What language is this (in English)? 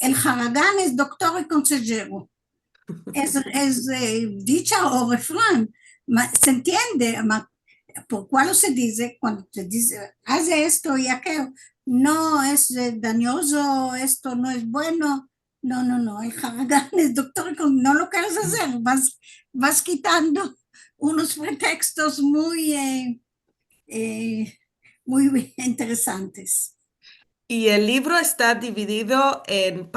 Ladino